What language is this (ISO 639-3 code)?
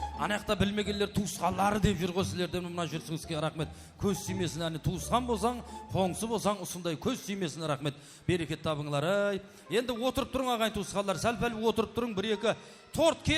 kaa